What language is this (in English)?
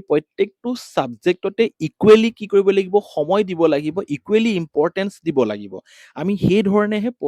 Assamese